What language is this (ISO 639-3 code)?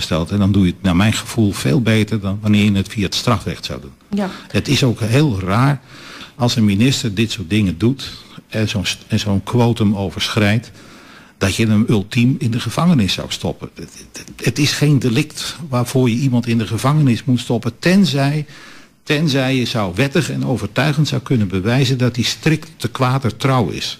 nld